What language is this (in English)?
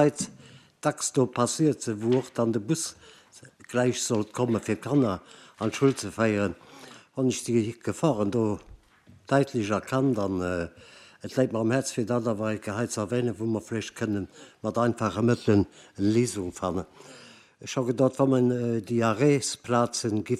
Luxembourgish